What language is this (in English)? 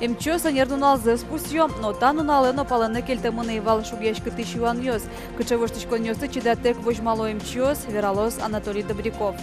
Udmurt